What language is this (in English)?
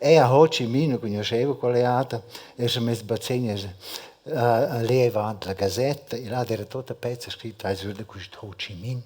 Romansh